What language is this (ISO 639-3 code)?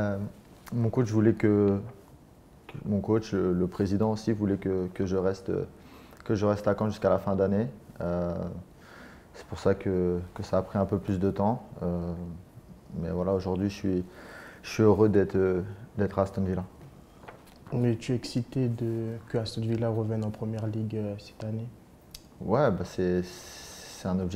fra